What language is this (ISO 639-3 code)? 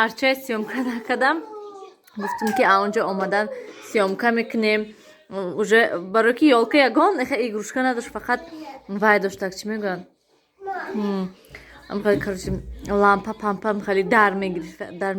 tgk